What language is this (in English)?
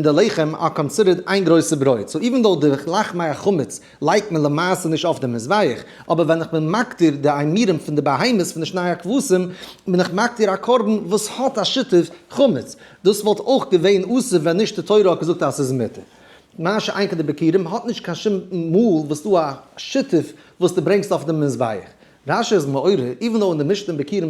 Yiddish